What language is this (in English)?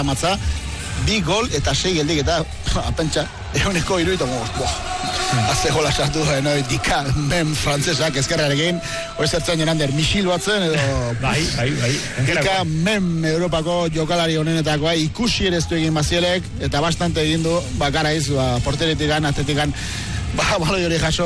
Basque